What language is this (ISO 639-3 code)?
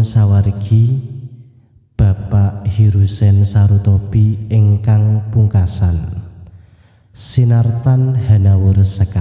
jav